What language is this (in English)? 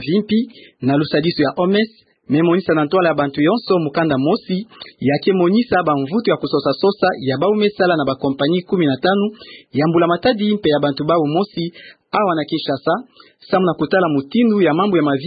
Kituba (Democratic Republic of Congo)